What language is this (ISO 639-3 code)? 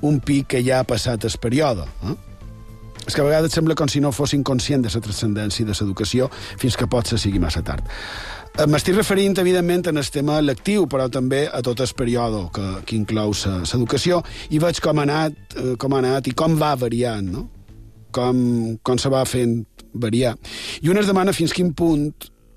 cat